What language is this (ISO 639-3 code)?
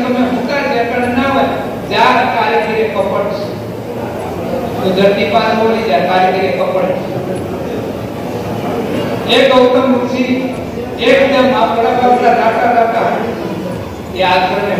guj